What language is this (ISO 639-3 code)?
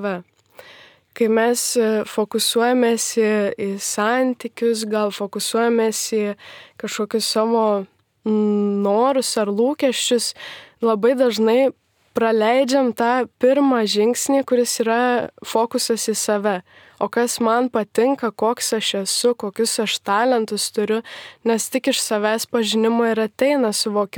lit